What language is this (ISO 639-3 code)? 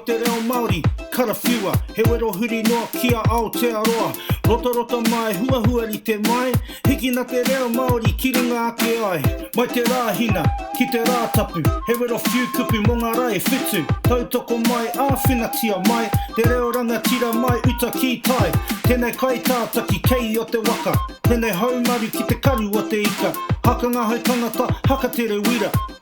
mri